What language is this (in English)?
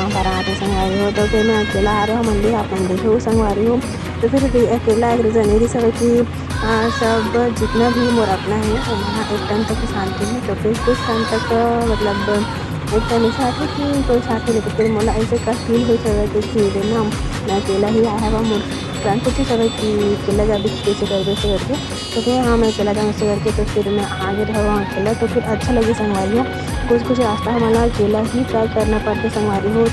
Chhattisgarhi